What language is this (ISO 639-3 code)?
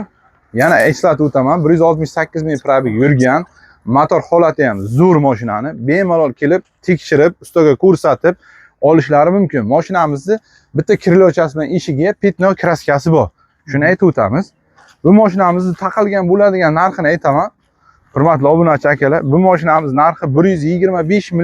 uzb